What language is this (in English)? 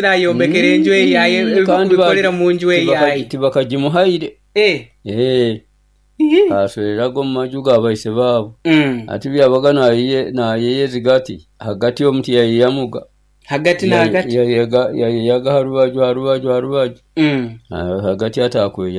Nyoro